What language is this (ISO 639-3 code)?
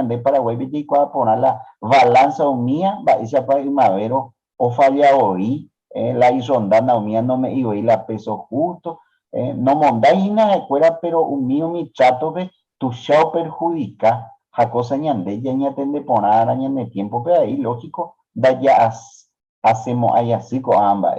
grn